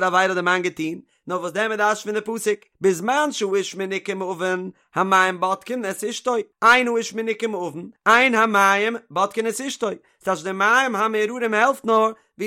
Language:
Yiddish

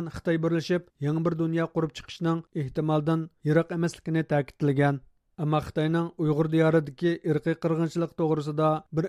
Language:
Uyghur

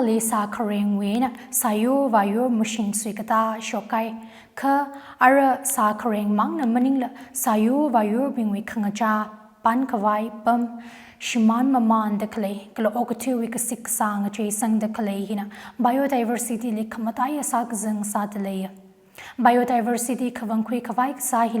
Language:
Tangkhul Naga (India)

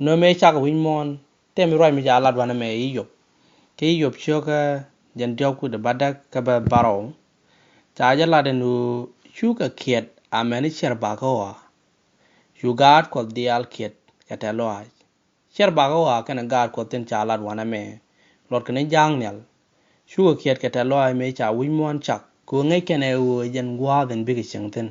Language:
Nuer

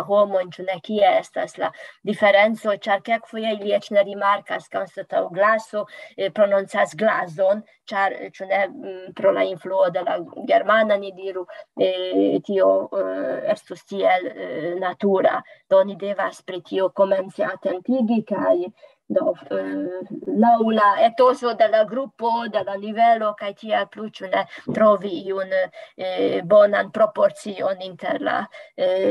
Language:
Esperanto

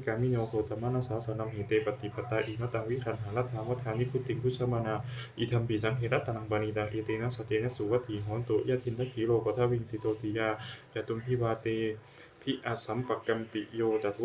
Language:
Pali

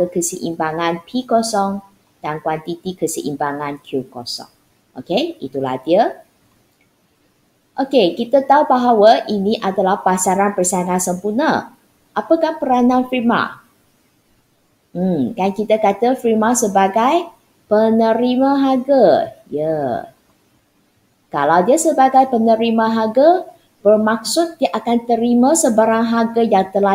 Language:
Malay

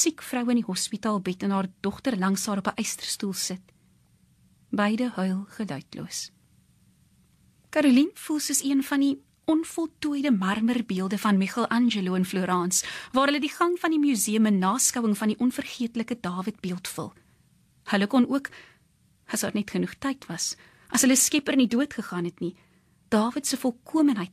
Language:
Afrikaans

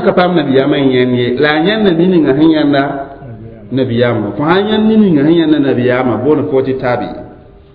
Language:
Mossi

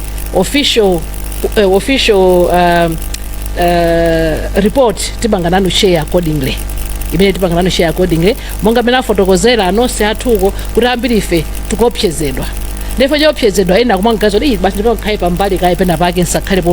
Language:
Nyanja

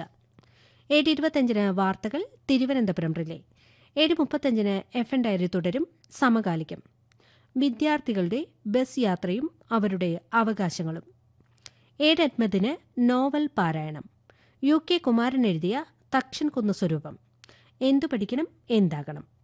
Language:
Malayalam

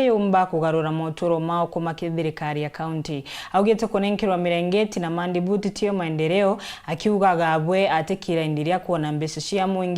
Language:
Meru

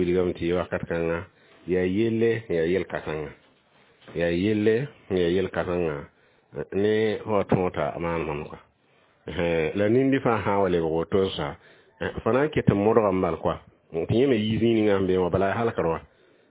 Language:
Mossi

